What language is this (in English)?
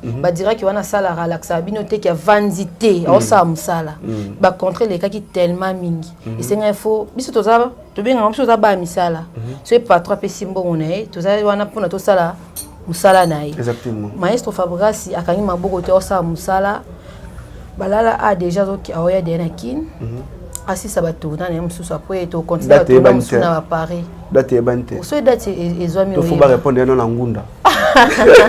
Lingala